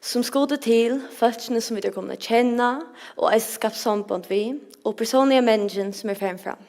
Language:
Faroese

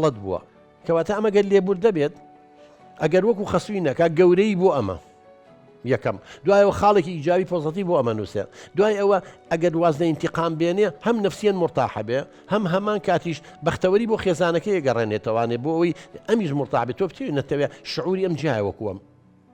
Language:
Central Kurdish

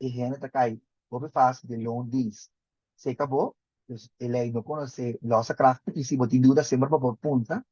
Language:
Papiamento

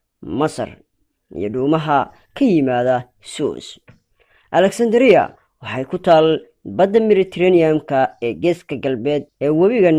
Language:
Somali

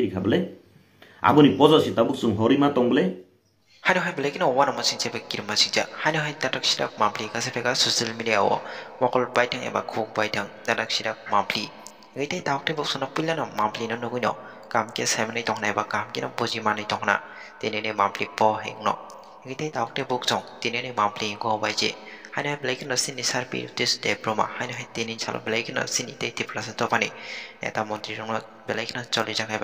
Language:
Kok Borok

